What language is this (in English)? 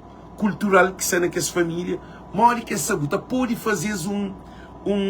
Kabuverdianu